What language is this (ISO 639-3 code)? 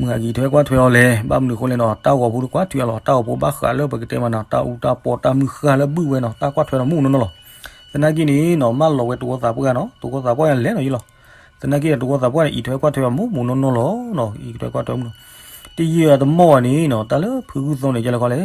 ksw